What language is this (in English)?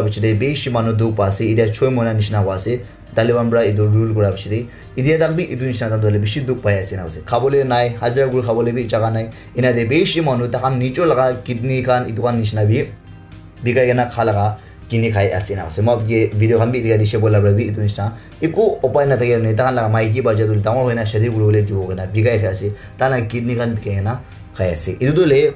Naga Pidgin